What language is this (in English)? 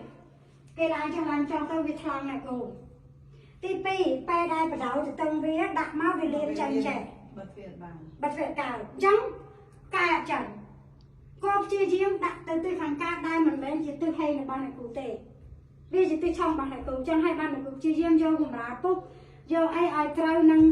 Khmer